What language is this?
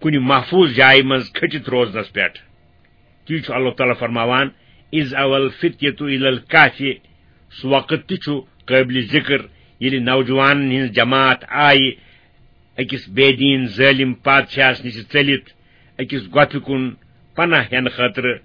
Kashmiri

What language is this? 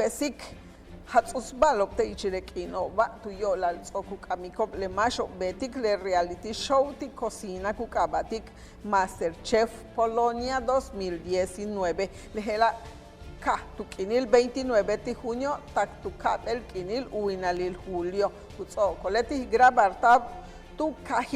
Yucateco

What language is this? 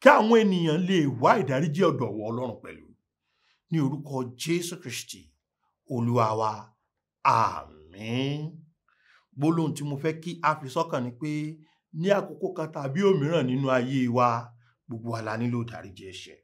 Yoruba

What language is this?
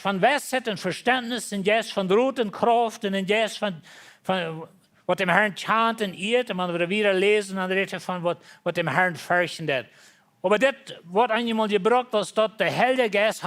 Plautdietsch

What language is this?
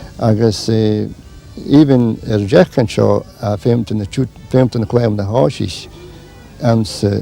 Scottish Gaelic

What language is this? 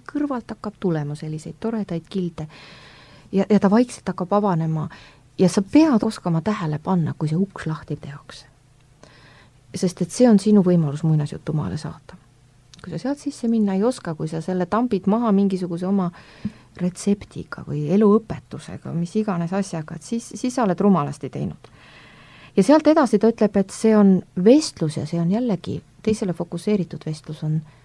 Estonian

